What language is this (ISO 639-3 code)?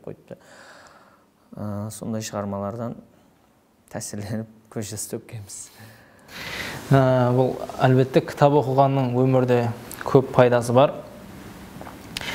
kaa